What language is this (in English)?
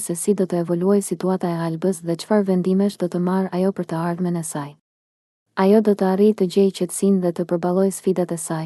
Albanian